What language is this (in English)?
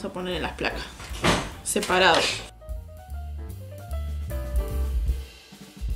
Spanish